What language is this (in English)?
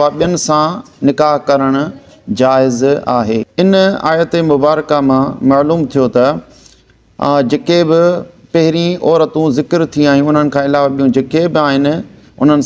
Sindhi